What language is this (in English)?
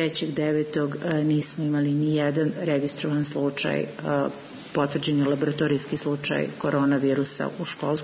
Serbian